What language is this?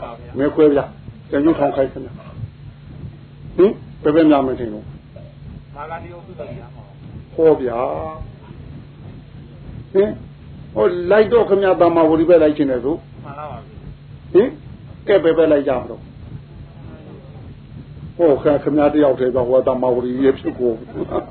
Burmese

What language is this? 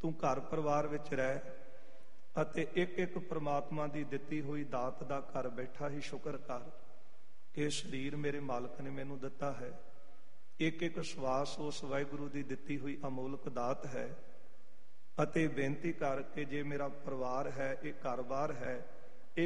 Punjabi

